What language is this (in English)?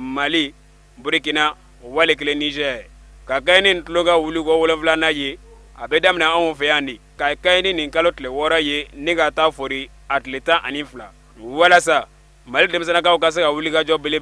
Bambara